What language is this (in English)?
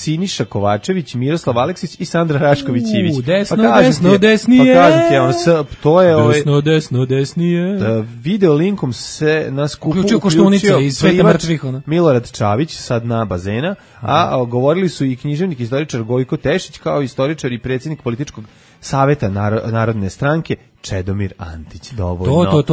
Serbian